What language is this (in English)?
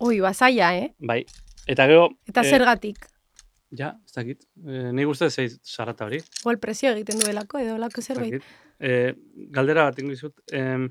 Basque